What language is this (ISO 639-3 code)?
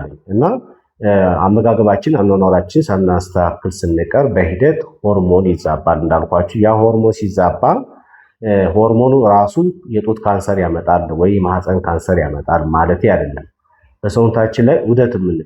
amh